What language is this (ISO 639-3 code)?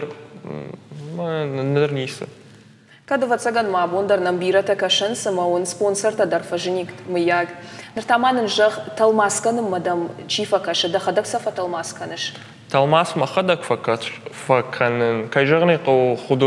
oss